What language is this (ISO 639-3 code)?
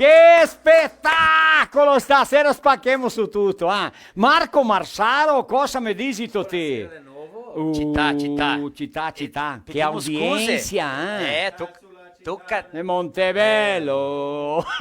vec